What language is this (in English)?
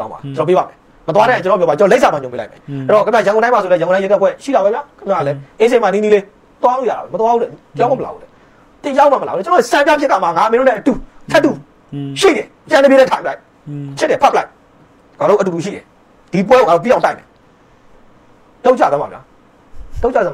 Burmese